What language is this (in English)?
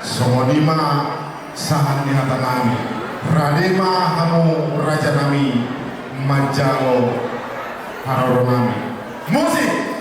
Batak Toba